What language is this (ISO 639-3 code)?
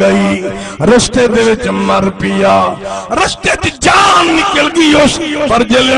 skr